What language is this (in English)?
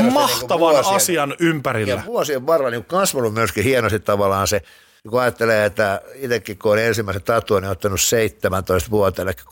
Finnish